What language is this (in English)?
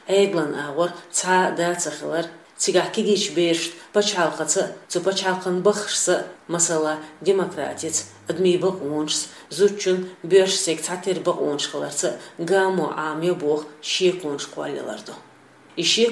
Chechen